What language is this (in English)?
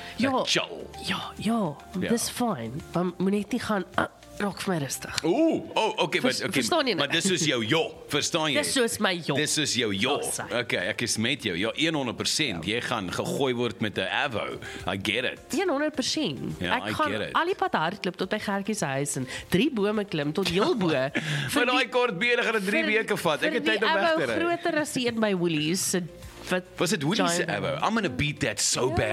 Afrikaans